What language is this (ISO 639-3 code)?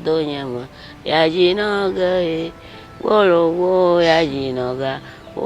ewe